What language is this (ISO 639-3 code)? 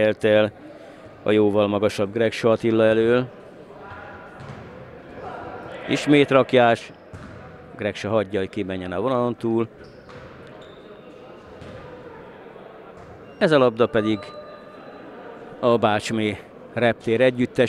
hun